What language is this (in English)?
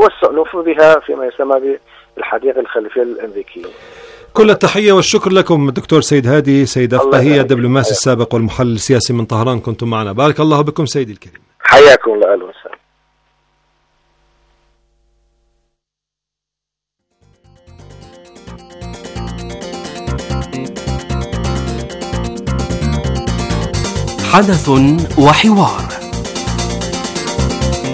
Arabic